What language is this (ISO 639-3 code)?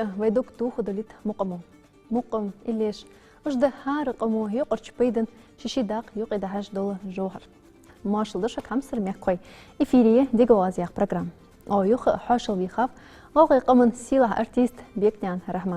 inh